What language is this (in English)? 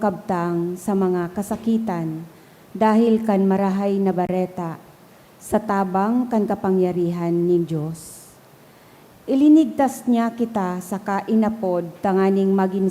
Bikol